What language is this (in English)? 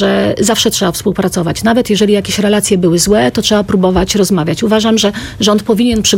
Polish